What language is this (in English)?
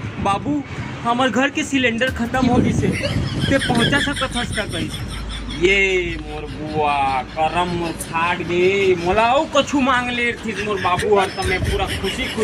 Chhattisgarhi